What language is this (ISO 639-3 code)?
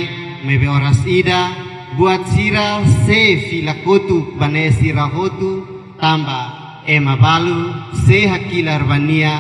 tet